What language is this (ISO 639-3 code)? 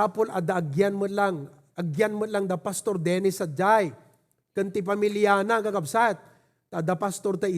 ilo